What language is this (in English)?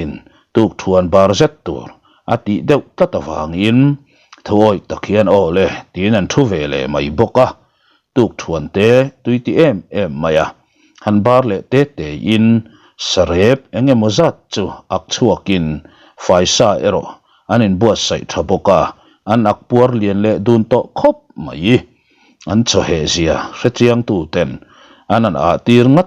Mizo